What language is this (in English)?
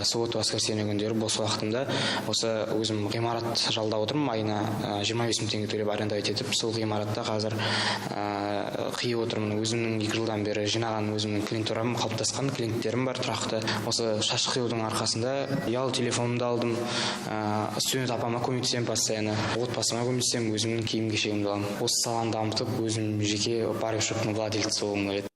Kazakh